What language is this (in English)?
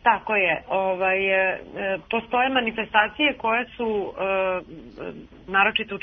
Serbian